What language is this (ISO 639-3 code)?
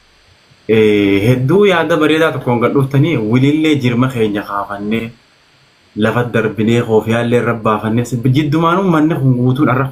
orm